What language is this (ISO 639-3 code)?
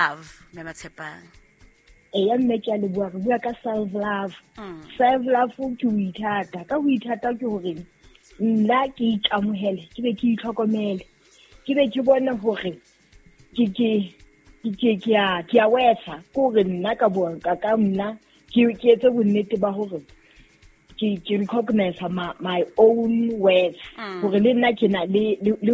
sot